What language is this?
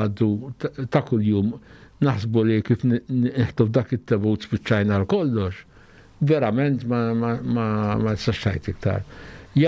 Maltese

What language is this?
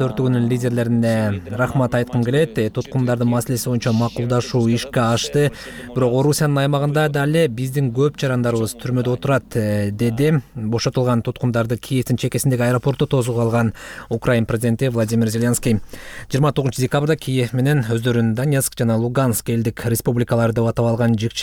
Kyrgyz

